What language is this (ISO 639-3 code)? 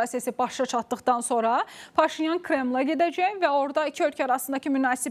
aze